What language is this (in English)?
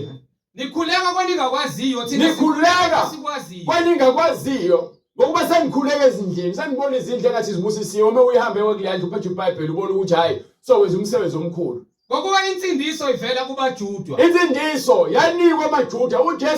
Zulu